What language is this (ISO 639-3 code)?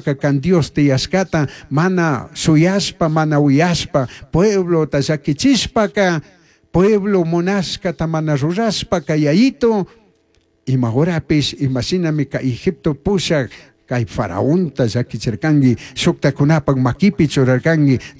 qug